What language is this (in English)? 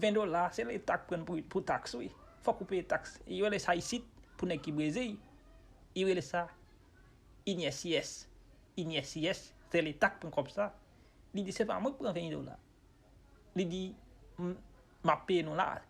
Haitian Creole